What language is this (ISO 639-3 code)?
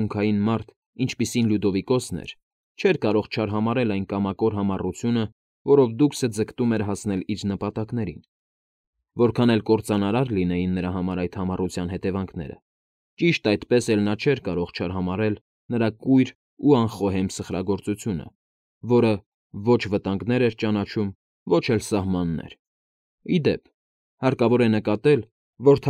hye